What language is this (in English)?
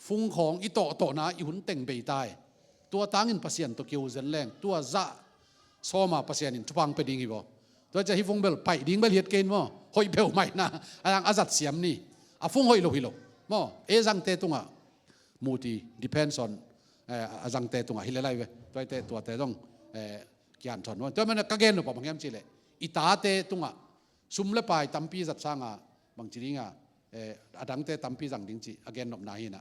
Tedim Chin